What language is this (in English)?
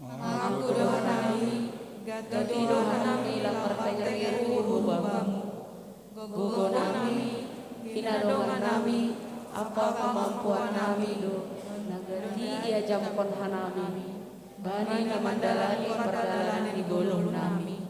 Batak Simalungun